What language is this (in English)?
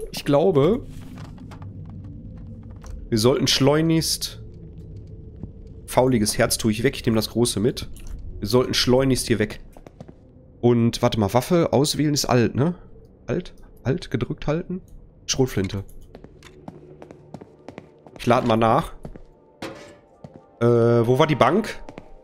German